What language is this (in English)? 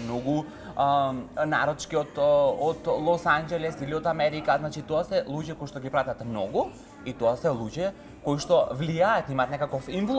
Macedonian